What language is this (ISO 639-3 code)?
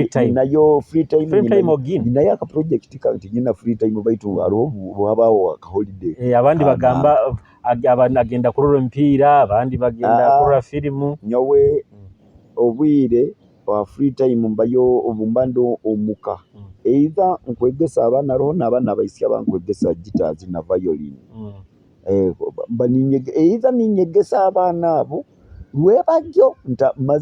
nyo